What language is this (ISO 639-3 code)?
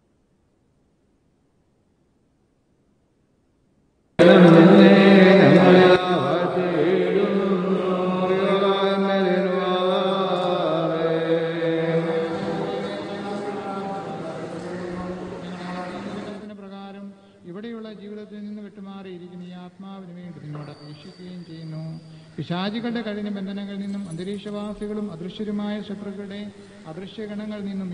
mal